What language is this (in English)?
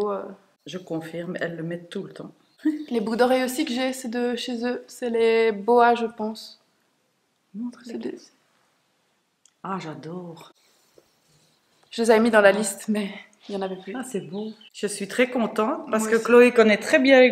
French